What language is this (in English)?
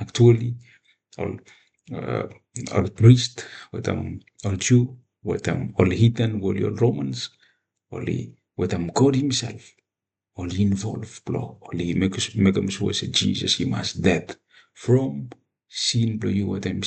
Bislama